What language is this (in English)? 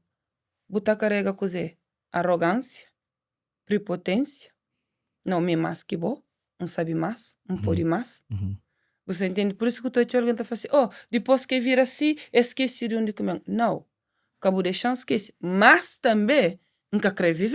Kabuverdianu